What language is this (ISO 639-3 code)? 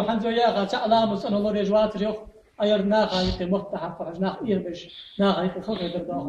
inh